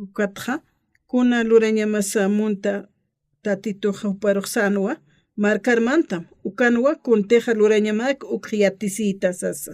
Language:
Aymara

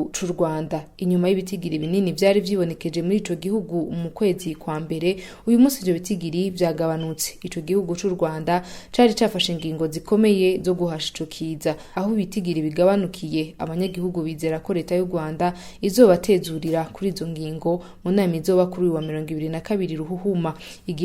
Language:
Rundi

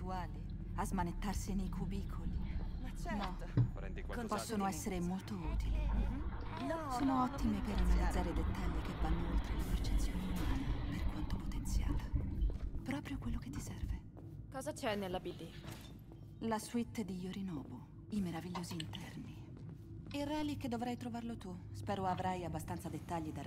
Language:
Italian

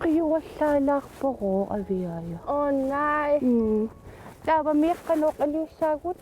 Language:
Kalaallisut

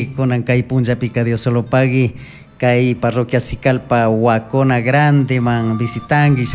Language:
Chimborazo Highland Quichua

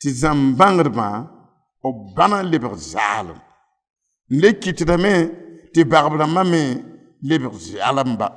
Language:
Mossi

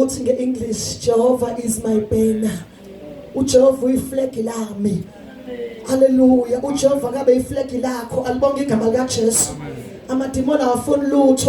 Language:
Zulu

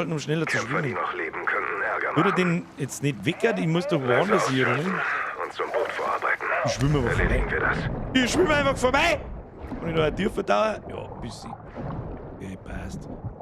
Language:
Bavarian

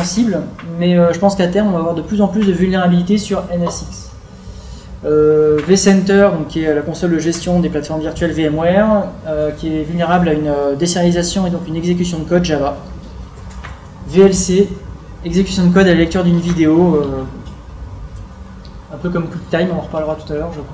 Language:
French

